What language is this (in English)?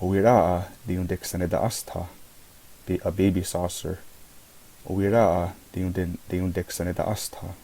Mohawk